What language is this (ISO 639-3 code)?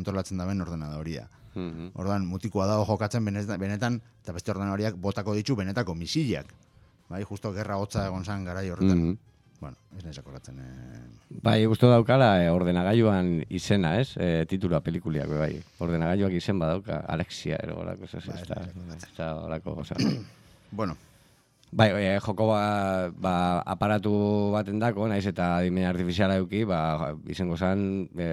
eus